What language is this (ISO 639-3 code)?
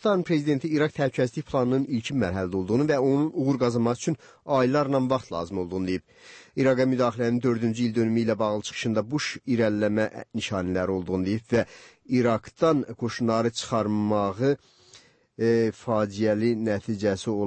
aze